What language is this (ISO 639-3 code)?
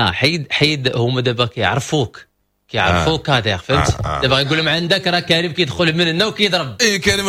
ary